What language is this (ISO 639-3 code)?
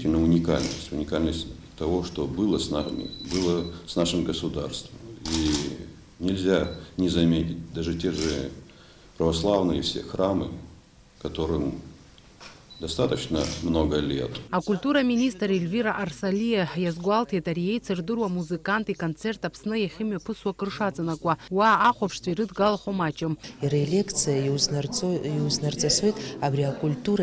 abk